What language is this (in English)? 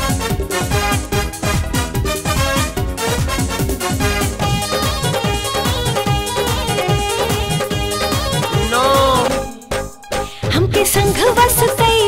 Bhojpuri